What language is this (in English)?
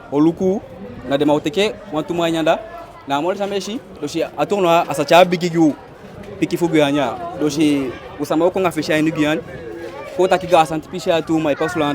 Eastern Maroon Creole